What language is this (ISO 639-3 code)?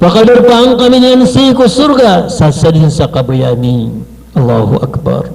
mrw